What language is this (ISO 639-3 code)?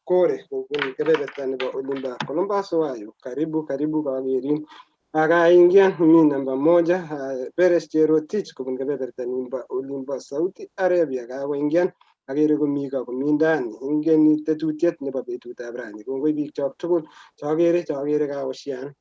kln